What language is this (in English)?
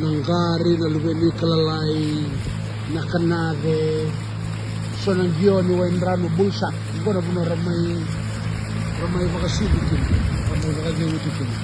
Fijian